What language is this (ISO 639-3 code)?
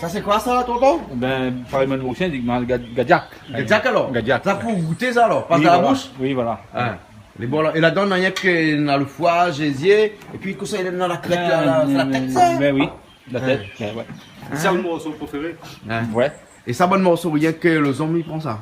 rcf